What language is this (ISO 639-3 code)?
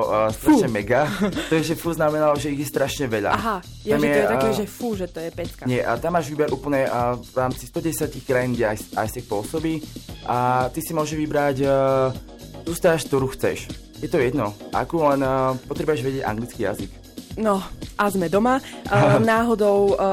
slk